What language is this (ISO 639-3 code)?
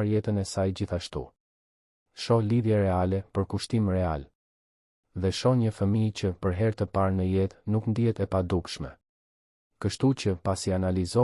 sqi